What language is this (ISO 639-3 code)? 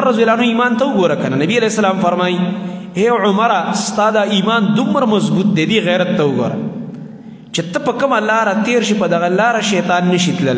pus